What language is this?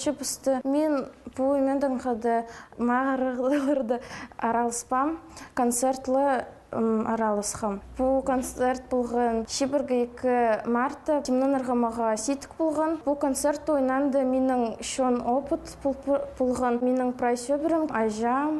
Khakas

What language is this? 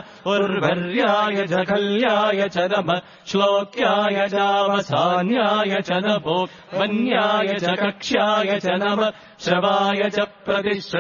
Sanskrit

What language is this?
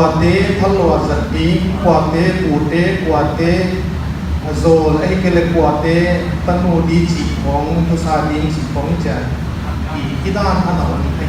Paite Chin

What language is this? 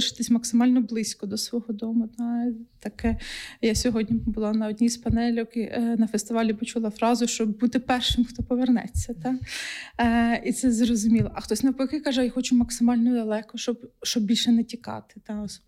Ukrainian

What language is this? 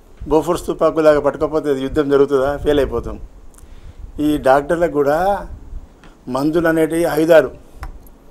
Telugu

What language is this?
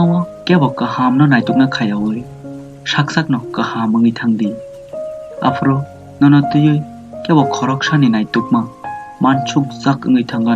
Kok Borok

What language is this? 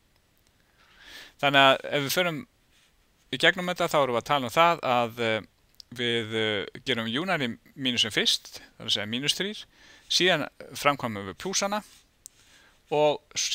Icelandic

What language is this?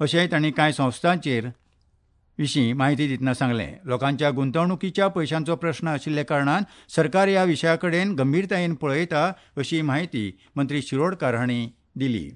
Konkani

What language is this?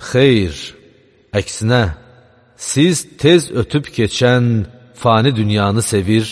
Azerbaijani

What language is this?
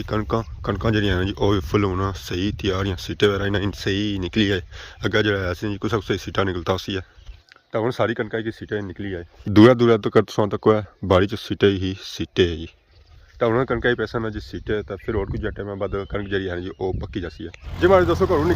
Pahari-Potwari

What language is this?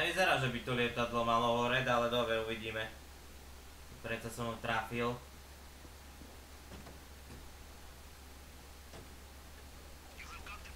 Slovak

